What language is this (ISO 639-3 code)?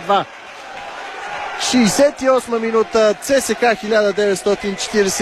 bul